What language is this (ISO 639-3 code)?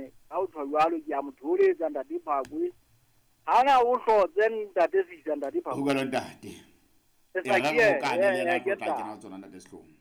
sot